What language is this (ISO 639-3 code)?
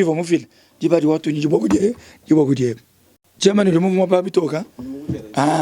lua